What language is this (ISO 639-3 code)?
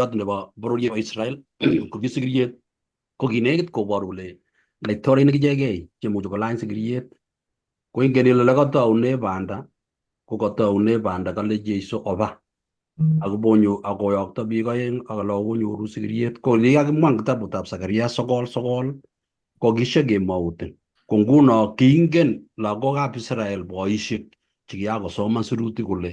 kln